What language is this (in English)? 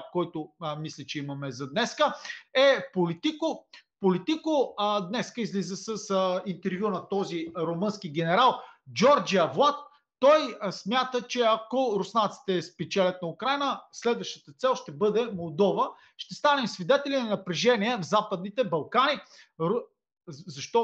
Bulgarian